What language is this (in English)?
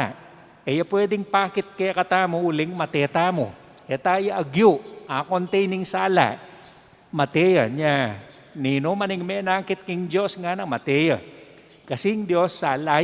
Pampanga